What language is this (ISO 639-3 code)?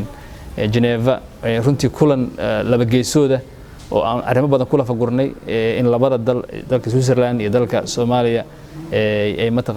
som